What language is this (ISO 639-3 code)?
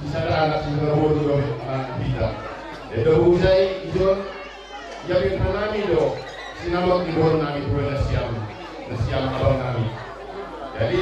bts